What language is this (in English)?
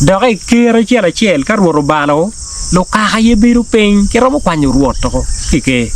Acoli